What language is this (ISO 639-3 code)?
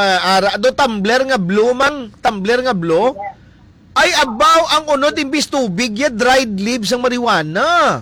hil